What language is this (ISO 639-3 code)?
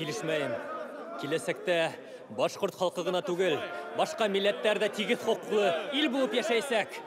bak